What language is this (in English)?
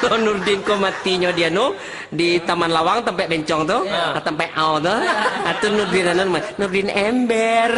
Minangkabau